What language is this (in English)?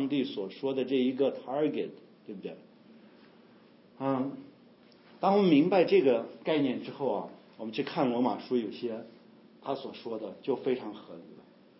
Chinese